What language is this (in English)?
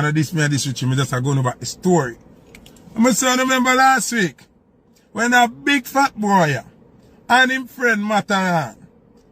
Jamaican Creole English